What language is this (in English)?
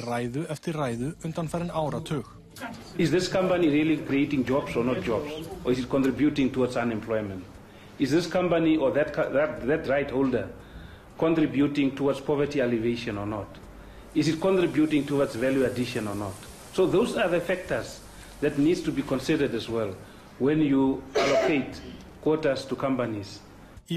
Icelandic